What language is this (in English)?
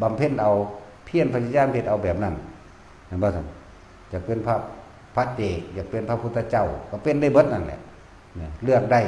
Northeastern Thai